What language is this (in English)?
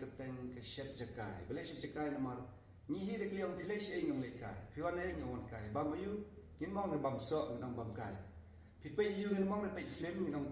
Khasi